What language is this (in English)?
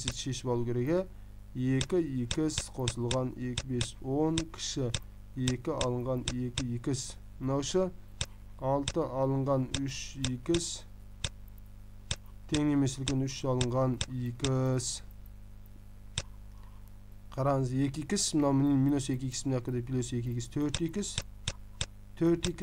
Kazakh